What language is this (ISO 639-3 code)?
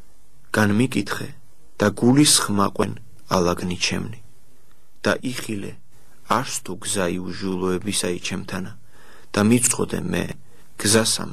kat